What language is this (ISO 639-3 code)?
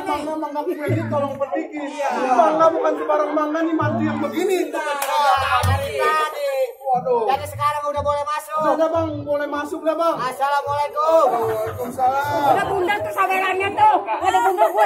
bew